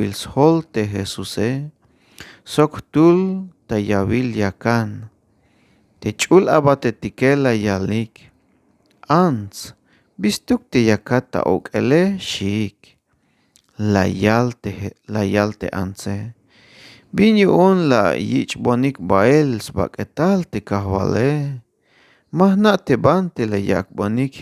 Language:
Tzeltal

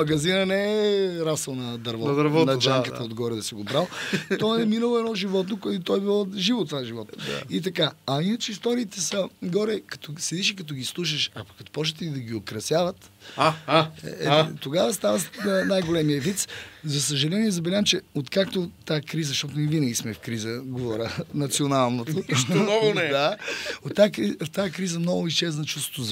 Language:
Bulgarian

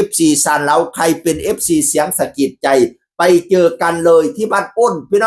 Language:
Northeastern Thai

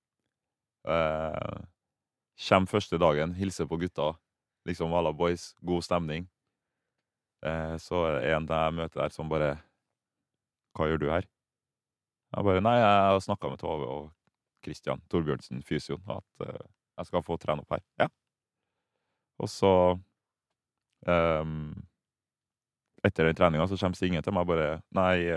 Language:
Norwegian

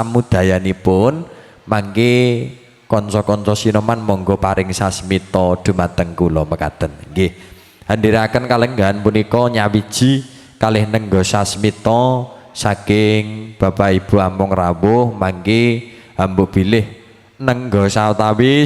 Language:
Javanese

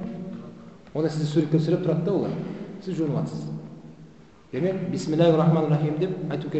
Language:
Kazakh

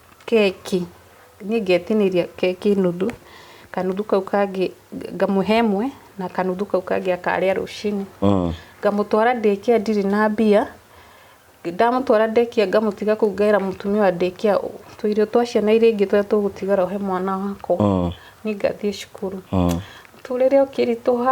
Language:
Kikuyu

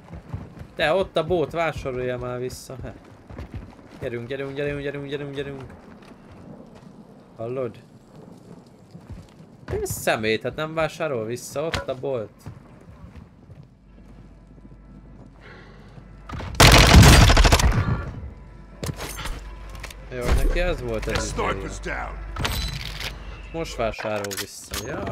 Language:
Hungarian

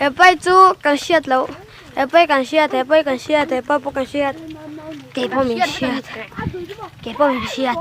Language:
Mizo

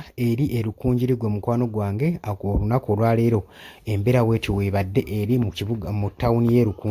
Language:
Ganda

